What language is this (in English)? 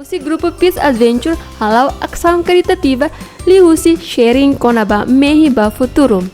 Tetum